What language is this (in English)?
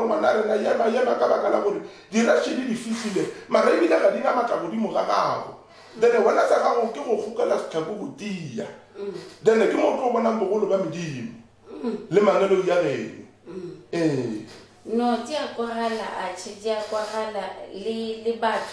Northern Sotho